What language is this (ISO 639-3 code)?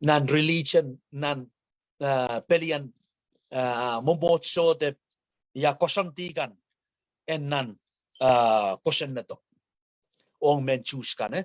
pon